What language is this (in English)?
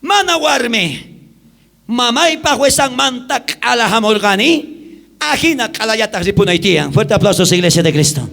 South Bolivian Quechua